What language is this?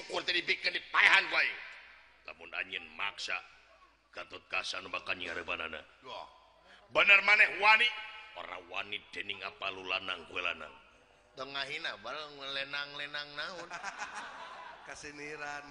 Sundanese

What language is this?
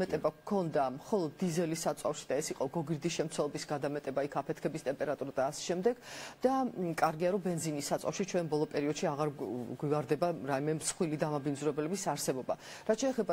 Georgian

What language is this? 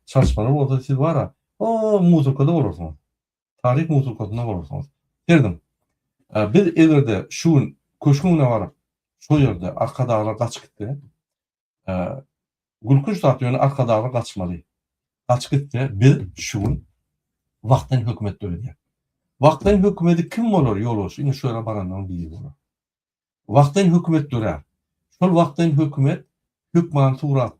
Turkmen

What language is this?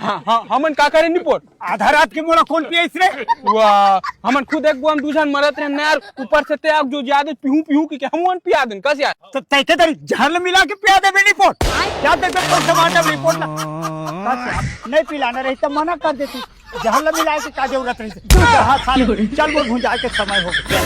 Chhattisgarhi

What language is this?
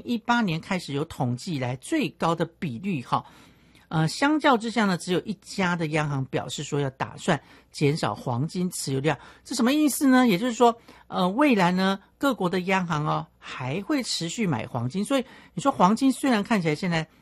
Chinese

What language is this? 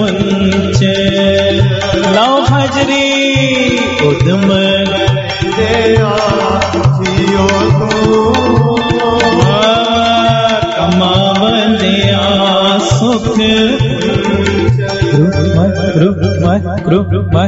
Punjabi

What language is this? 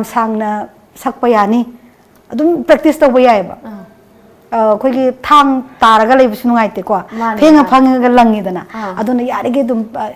Manipuri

